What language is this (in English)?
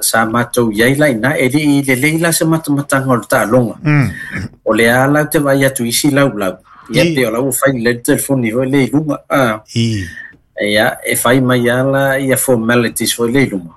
Samoan